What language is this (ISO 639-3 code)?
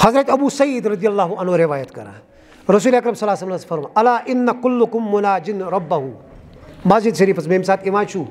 kas